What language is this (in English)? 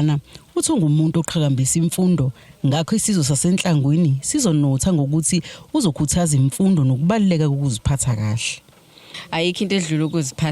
Zulu